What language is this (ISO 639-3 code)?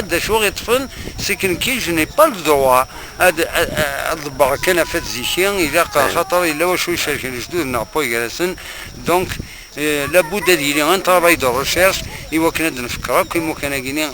kab